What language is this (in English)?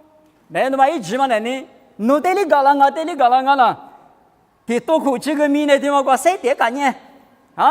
Lisu